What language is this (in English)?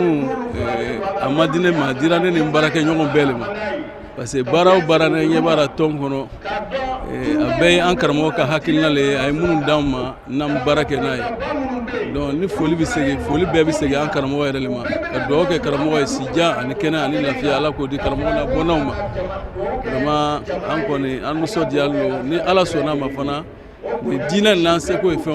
Bambara